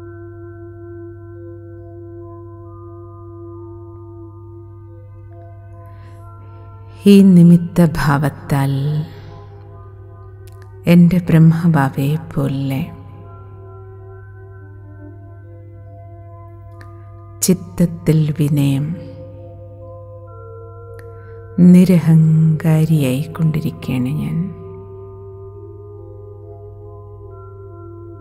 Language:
Malayalam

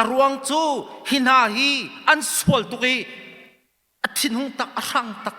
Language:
Hakha Chin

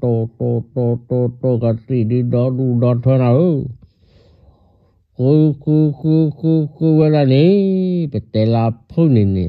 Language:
S'gaw Karen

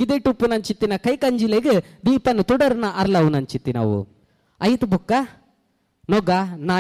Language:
Tulu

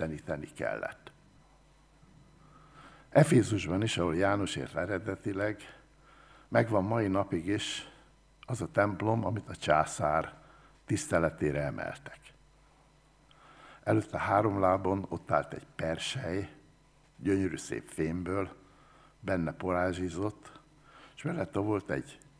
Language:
Hungarian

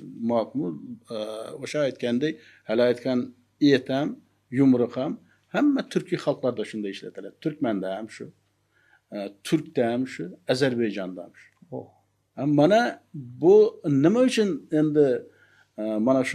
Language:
Uzbek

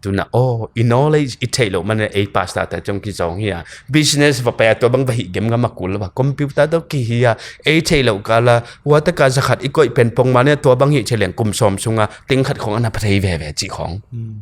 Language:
Tedim Chin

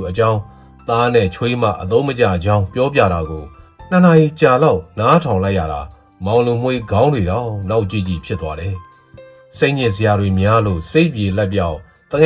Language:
Burmese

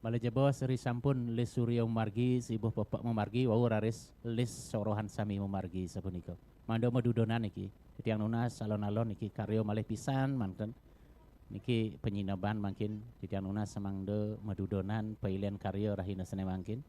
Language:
Balinese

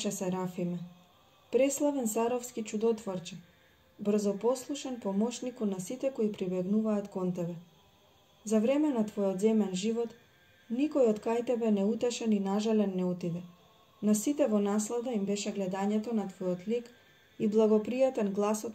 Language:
Macedonian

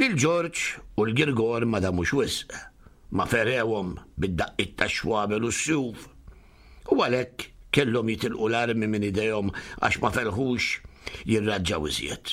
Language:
Maltese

